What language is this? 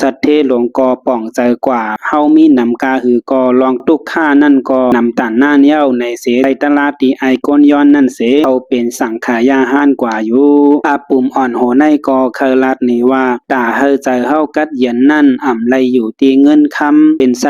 Shan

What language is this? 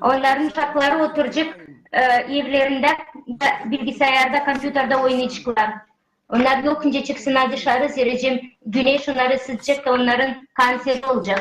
Gagauz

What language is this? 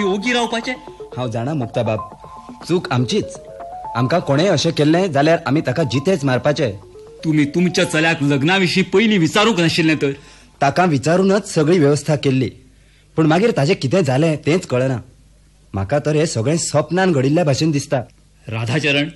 Konkani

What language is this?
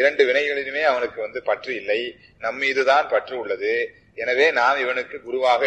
Tamil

